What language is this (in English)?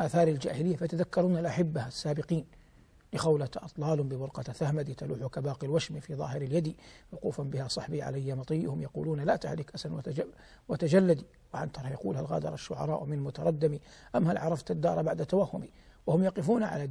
Arabic